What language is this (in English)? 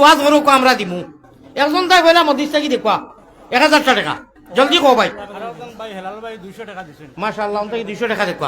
Sylheti